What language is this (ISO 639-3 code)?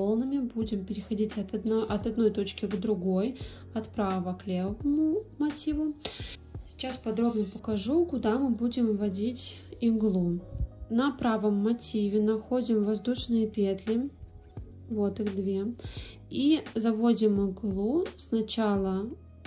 rus